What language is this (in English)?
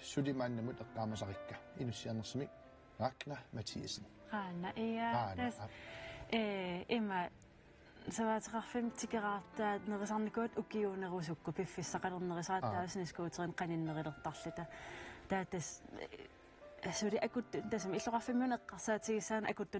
Kalaallisut